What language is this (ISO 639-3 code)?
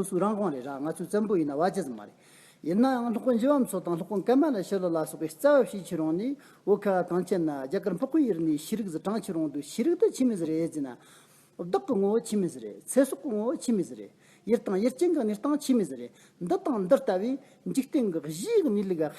adx